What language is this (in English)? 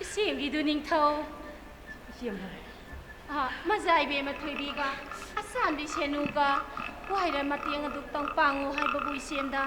Manipuri